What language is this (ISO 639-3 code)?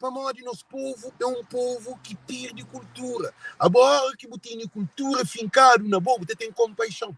kea